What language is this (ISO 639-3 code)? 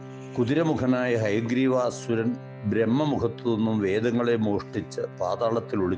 mal